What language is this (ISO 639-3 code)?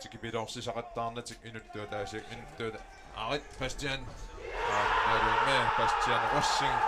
kal